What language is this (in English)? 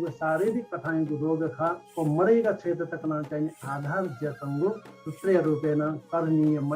Newari